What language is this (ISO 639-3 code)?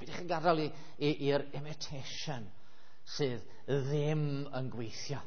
cym